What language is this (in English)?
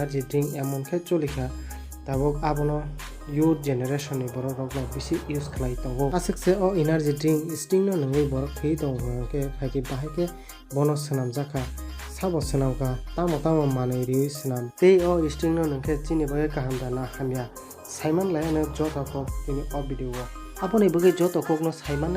Kok Borok